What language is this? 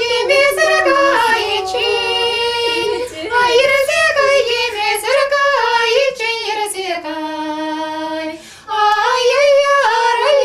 Chuvash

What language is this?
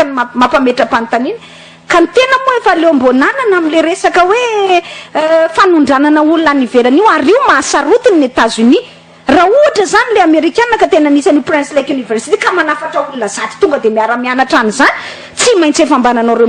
Malagasy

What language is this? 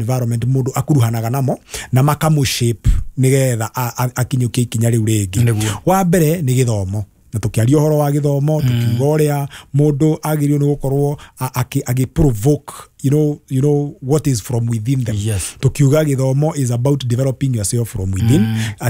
Kikuyu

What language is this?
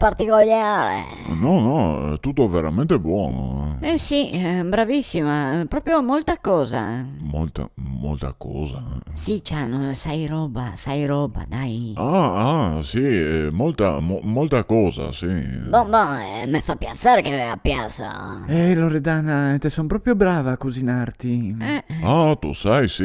Venetian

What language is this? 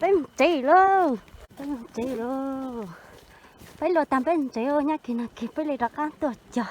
Hmong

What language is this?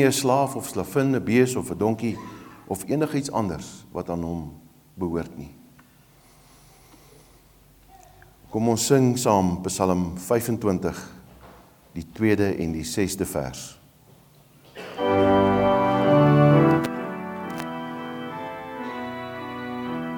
Afrikaans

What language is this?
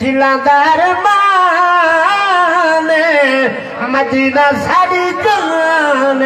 Saraiki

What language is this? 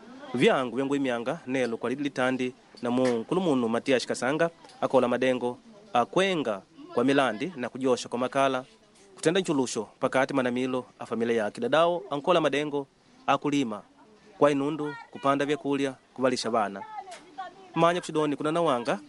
Makonde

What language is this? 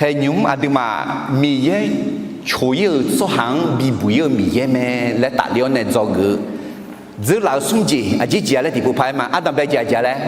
Akha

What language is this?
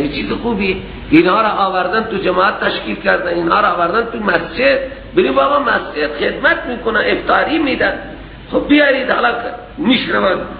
Persian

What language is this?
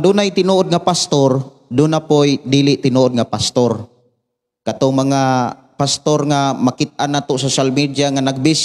Cebuano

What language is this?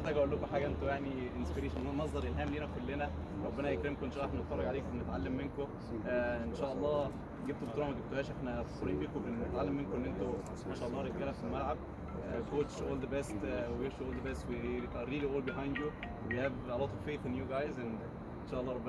Egyptian Arabic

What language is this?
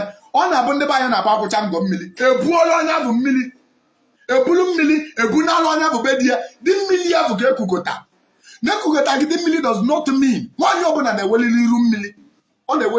Igbo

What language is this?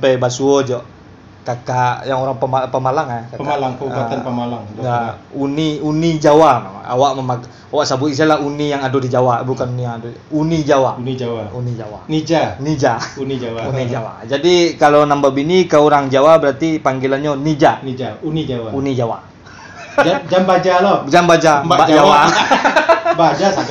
Minangkabau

